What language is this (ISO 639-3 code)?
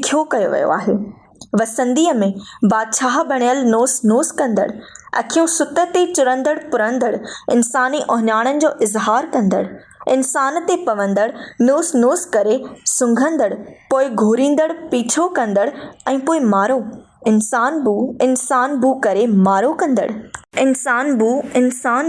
snd